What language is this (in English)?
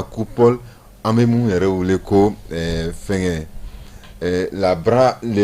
Bambara